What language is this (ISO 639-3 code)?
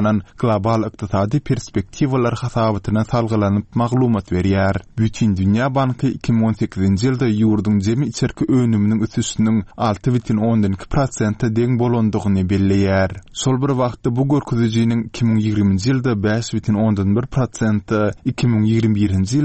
tuk